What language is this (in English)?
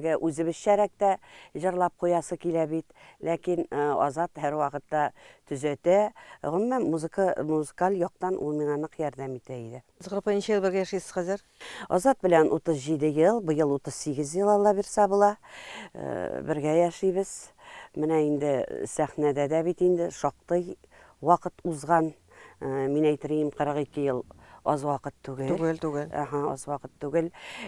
Tatar